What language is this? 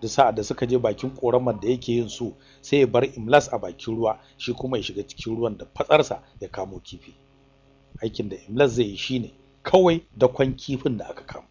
Hausa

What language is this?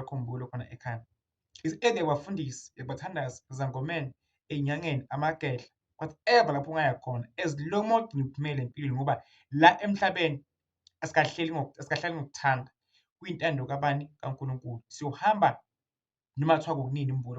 Zulu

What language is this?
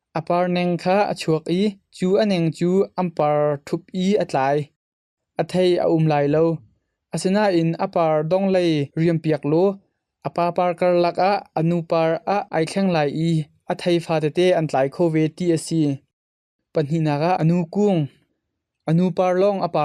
Hakha Chin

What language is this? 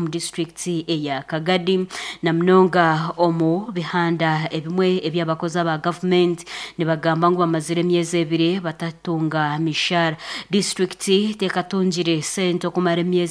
Nyankole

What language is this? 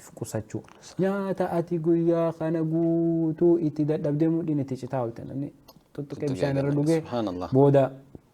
Oromo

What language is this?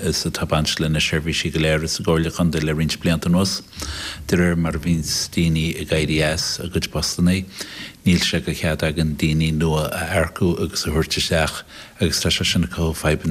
Irish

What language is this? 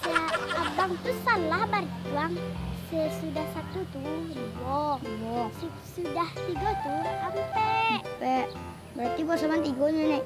Minangkabau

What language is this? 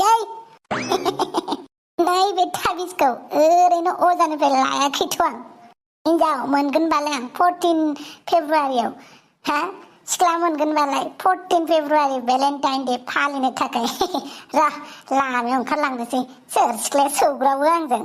Bodo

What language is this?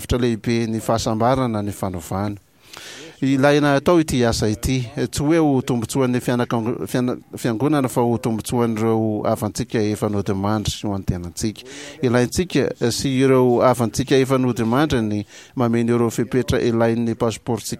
Malagasy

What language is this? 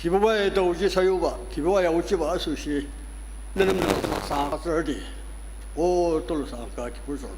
Ao Naga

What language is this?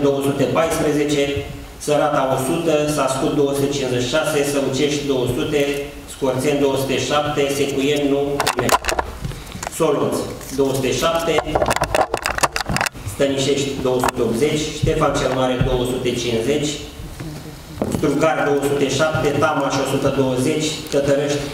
Romanian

